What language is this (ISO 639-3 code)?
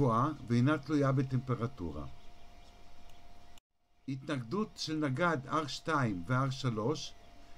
heb